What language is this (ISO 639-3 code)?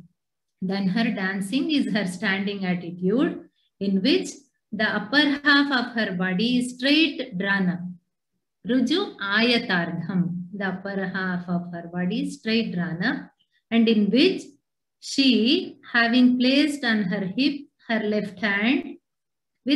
san